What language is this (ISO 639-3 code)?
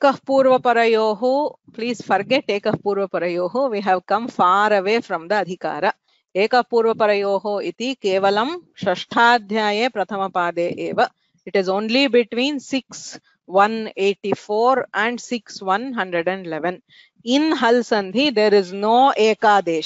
san